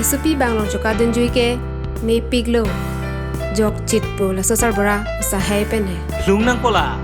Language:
Karbi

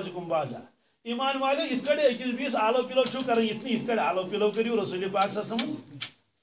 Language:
Kashmiri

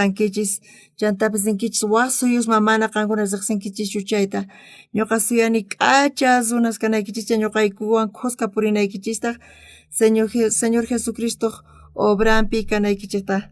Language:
South Bolivian Quechua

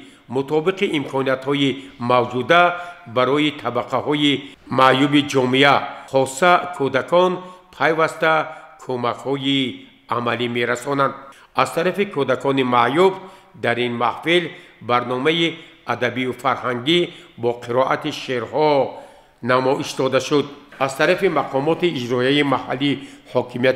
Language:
Tajik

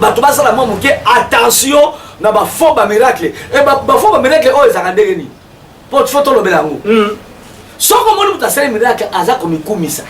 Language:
Lingala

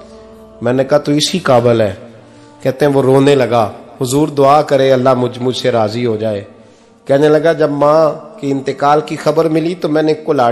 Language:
Urdu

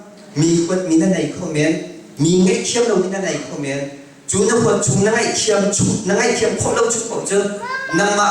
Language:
Hakha Chin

